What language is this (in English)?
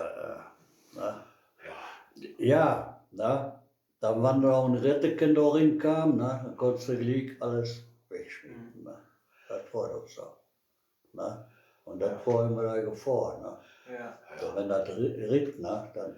Westphalien